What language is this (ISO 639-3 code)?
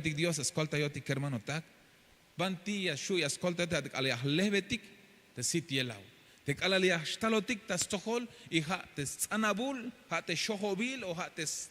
tzh